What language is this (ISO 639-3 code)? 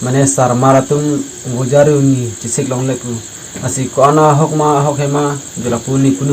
mjw